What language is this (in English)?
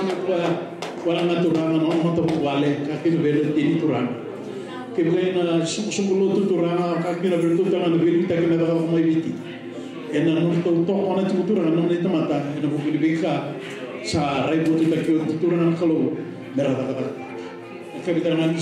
Fijian